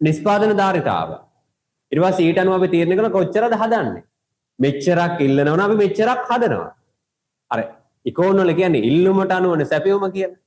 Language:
Sinhala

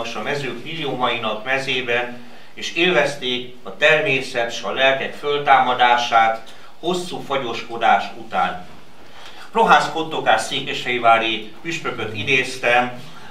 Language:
Hungarian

